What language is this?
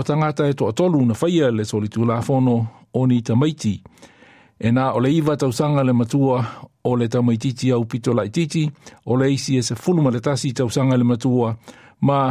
Samoan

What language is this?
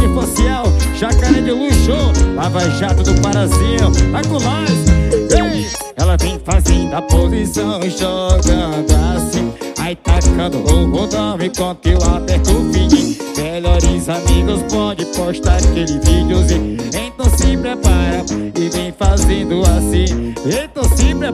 Portuguese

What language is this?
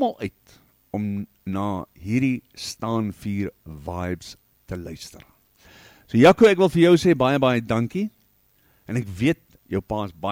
Afrikaans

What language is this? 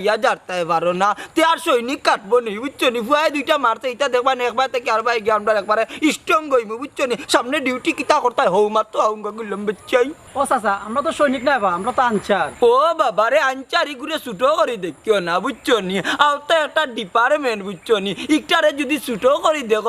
Sylheti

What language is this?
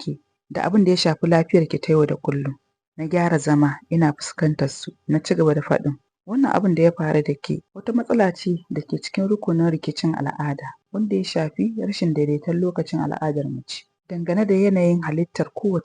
Hausa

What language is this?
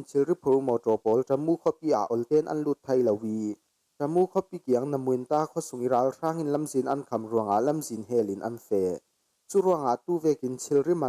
Falam Chin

